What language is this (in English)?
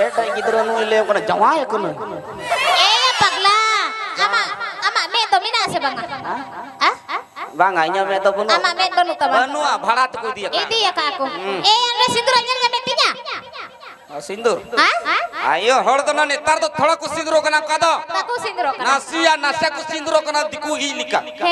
Santali